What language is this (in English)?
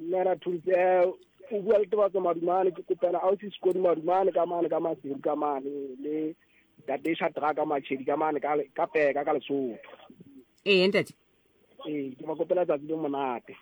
Southern Sotho